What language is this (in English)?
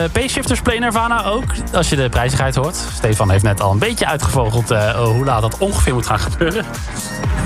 Dutch